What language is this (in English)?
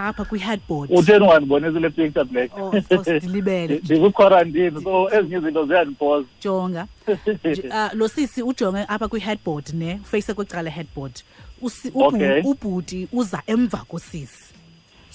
Xhosa